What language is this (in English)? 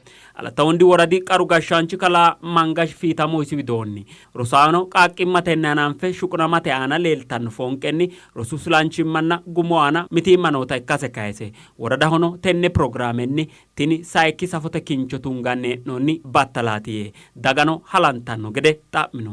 Sidamo